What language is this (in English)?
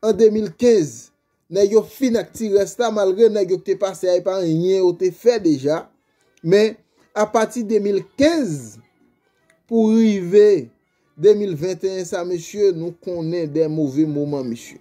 Haitian Creole